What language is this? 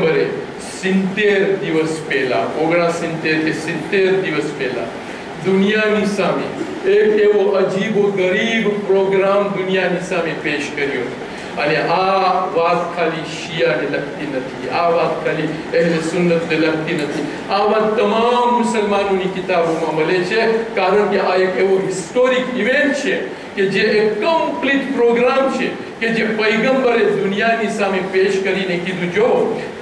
Gujarati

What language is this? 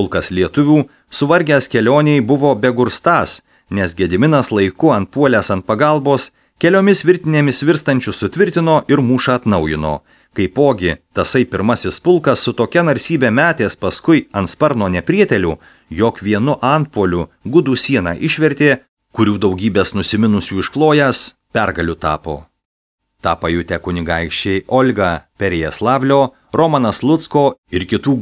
Lithuanian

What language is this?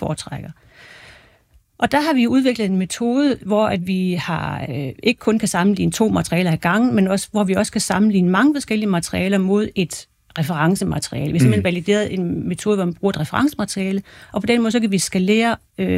Danish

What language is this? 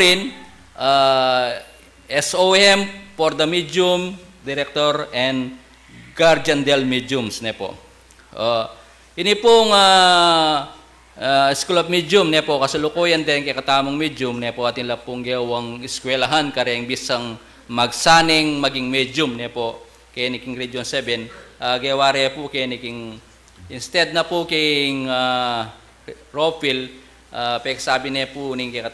Pampanga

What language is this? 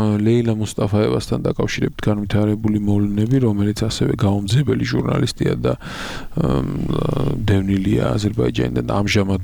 Georgian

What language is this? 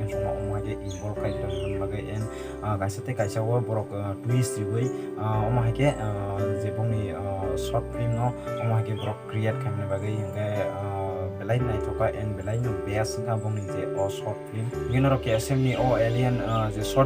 Kok Borok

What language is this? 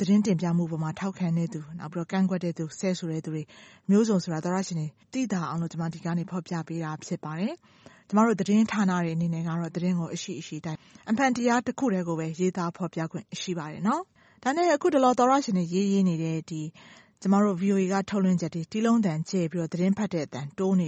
Burmese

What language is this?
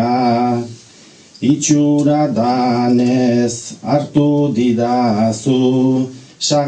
Basque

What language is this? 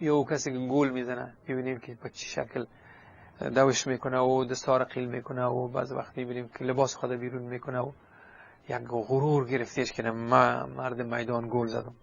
Persian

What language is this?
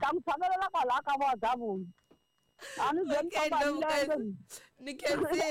Tsonga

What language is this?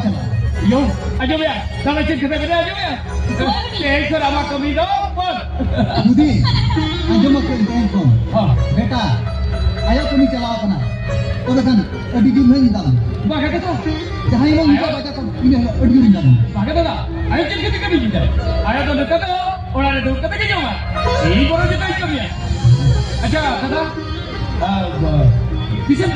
Santali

